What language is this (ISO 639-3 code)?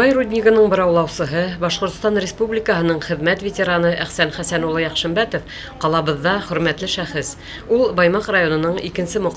bak